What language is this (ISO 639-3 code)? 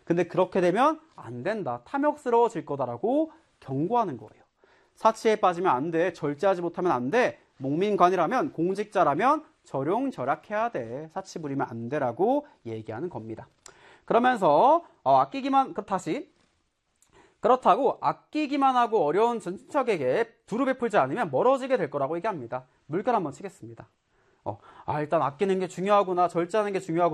kor